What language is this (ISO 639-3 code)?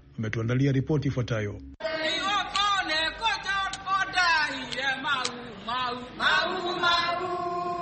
swa